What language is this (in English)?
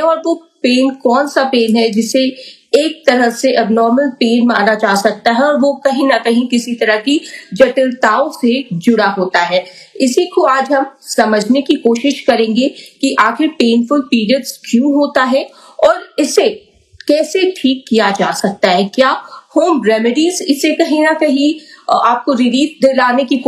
Hindi